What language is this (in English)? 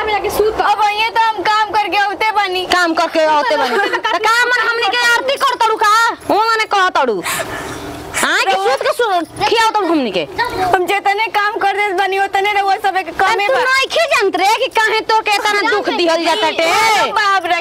Bhojpuri